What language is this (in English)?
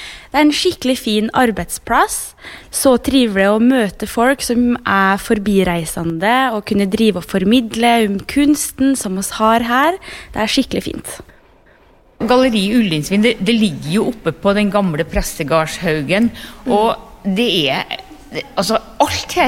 Norwegian